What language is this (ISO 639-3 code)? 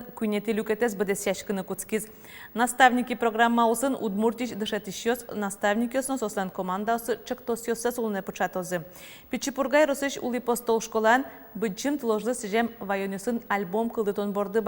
udm